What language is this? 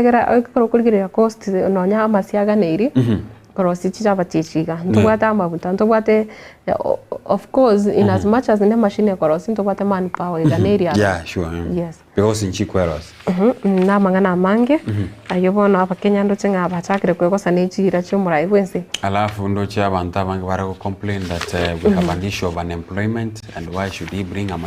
Gusii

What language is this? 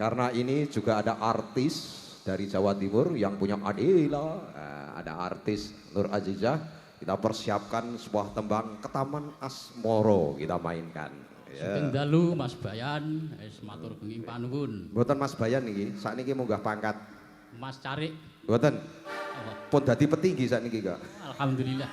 Javanese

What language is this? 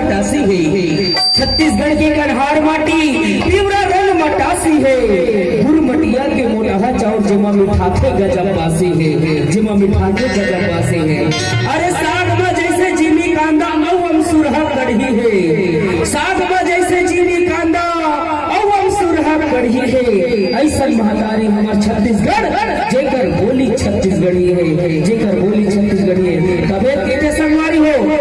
Chhattisgarhi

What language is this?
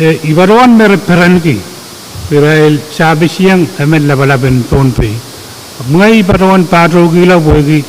Pohnpeian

